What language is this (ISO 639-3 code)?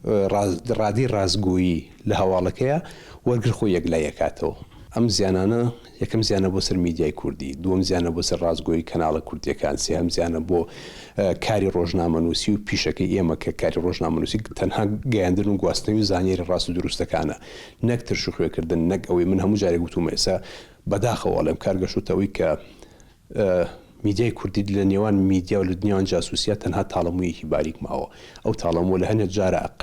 ckb